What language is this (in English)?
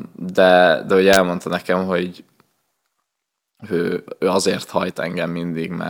Hungarian